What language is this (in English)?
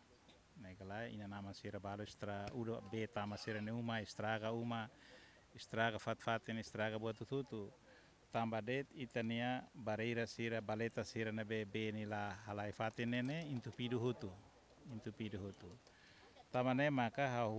Tetum